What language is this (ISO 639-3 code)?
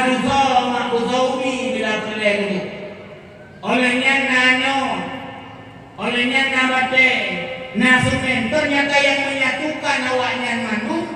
ace